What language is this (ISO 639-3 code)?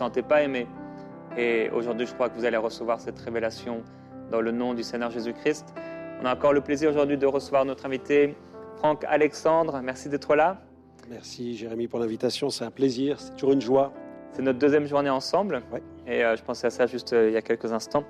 fra